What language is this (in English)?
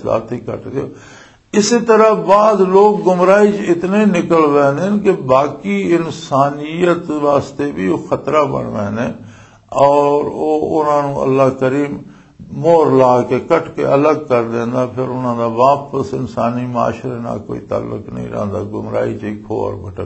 Western Panjabi